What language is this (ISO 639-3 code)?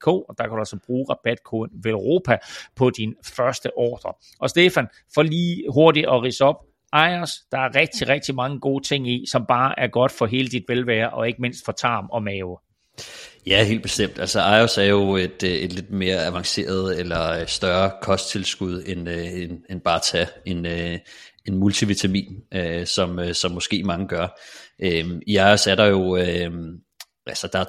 dan